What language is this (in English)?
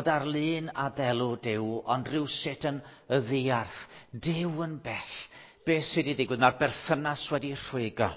Welsh